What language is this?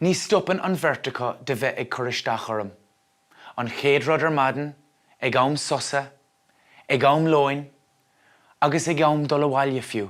Irish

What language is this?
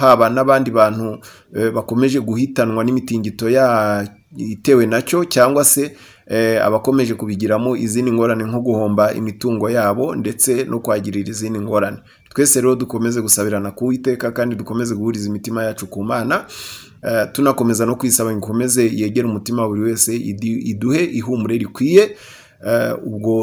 Kinyarwanda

